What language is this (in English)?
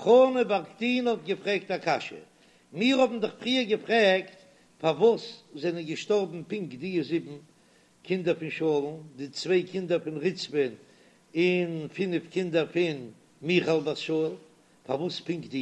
Yiddish